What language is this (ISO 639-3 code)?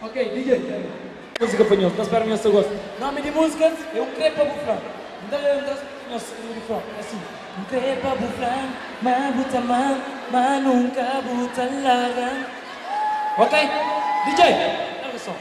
kea